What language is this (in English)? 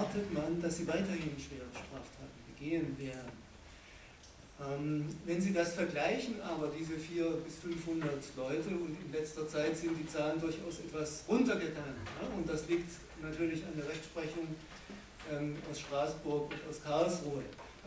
German